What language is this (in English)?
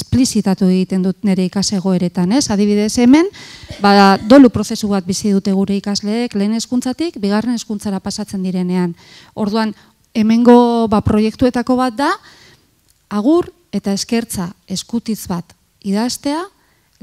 Basque